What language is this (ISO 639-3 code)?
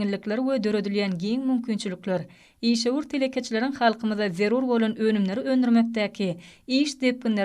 tuk